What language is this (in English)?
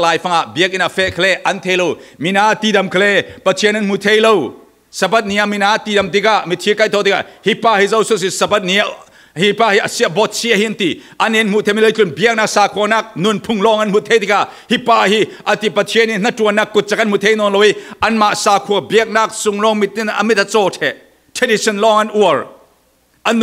Falam Chin